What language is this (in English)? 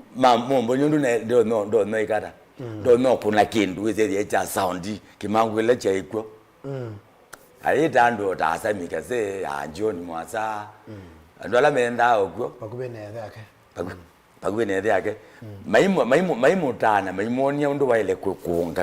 Kamba